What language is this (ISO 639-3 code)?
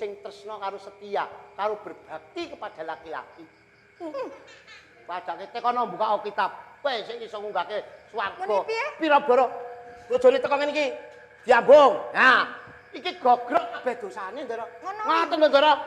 jav